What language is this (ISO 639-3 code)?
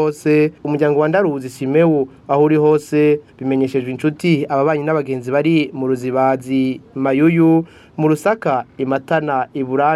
run